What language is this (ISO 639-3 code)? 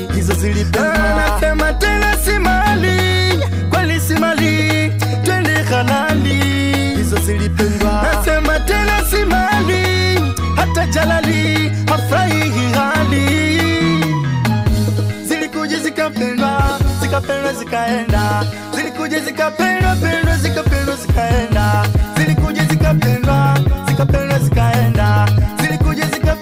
swa